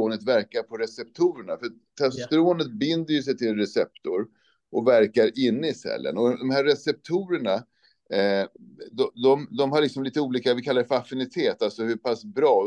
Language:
Swedish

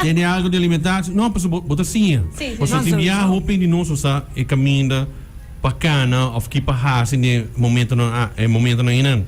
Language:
Papiamento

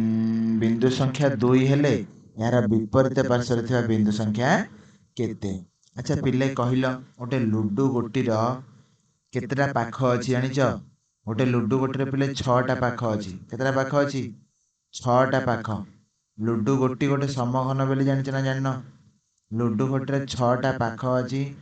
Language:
Odia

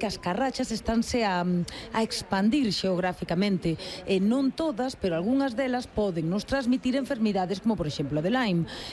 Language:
Galician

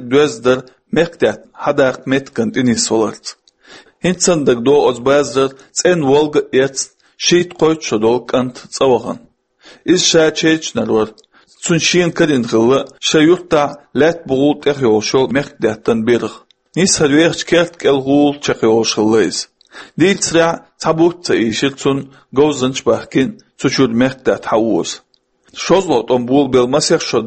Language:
Chechen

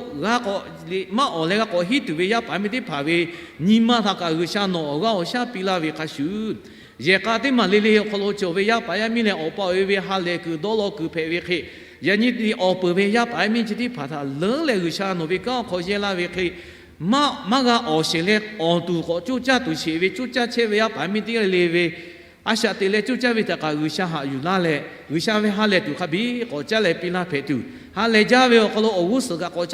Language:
Lahu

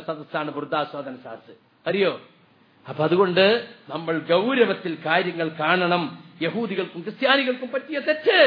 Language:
Malayalam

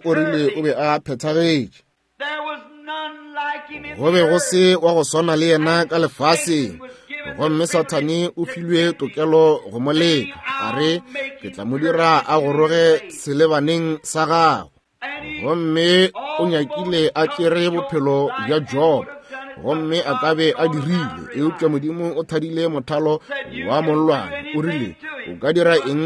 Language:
Northern Sotho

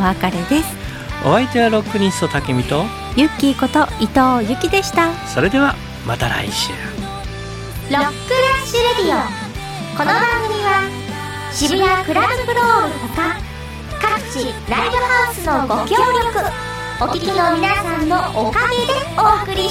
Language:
Japanese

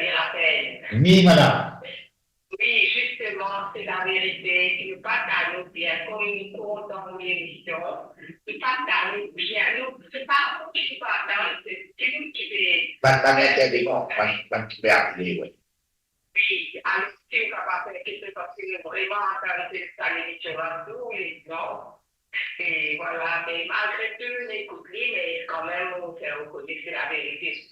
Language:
Morisyen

